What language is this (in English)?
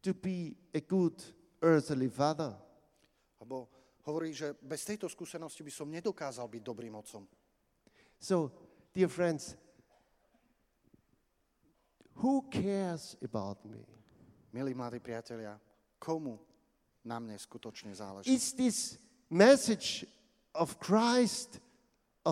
Slovak